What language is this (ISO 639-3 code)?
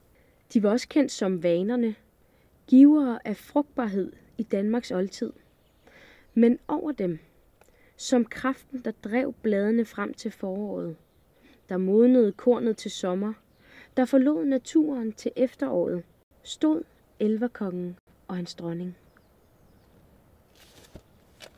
dan